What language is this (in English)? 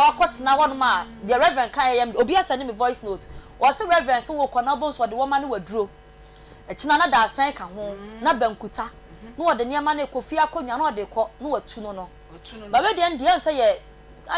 Akan